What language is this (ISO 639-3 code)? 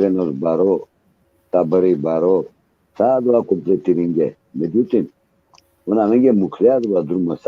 rmn